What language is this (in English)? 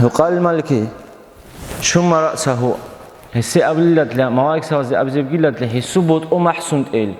Avaric